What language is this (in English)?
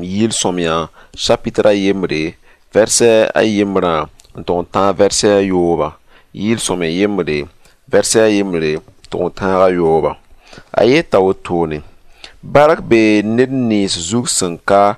Mossi